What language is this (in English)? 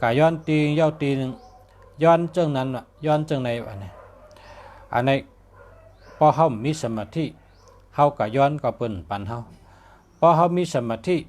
Shan